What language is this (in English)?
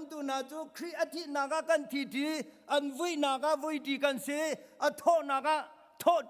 Hakha Chin